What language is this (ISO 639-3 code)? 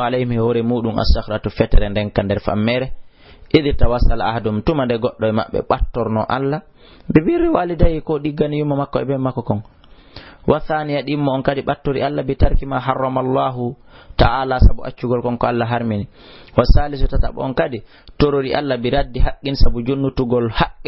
ful